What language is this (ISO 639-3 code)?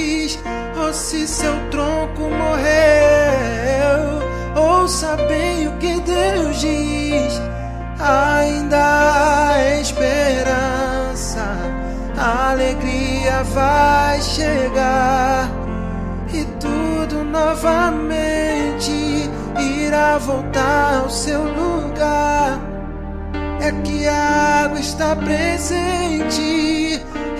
por